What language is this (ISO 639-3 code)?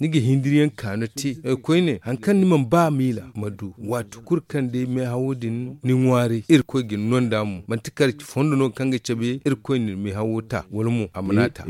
dje